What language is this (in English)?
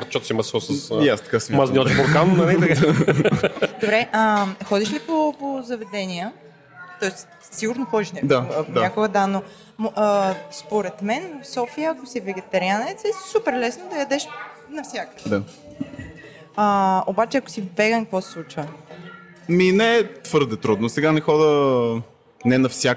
Bulgarian